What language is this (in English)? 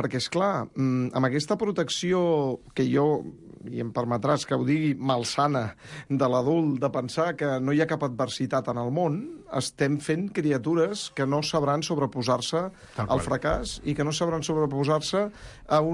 Catalan